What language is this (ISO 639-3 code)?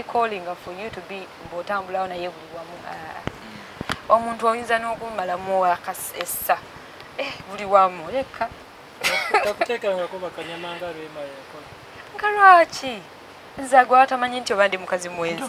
lug